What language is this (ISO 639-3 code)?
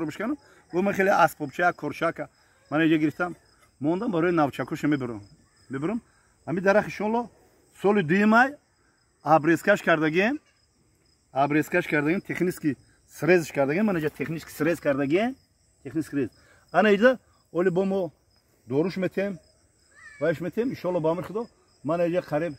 tgk